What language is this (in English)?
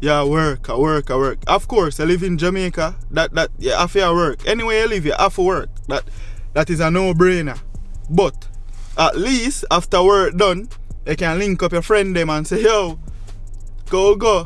Jamaican Creole English